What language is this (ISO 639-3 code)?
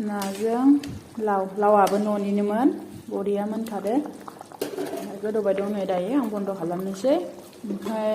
brx